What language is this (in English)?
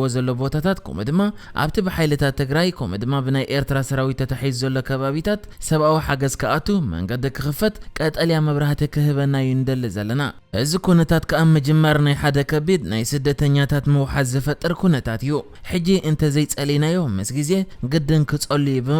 Tigrinya